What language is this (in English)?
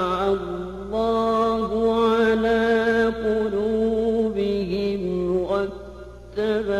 Arabic